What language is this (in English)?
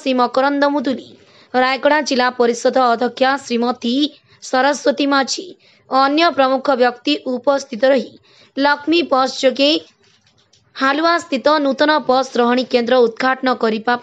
Odia